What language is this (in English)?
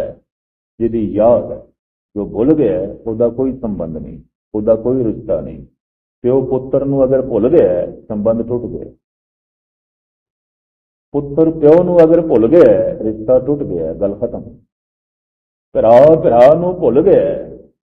Punjabi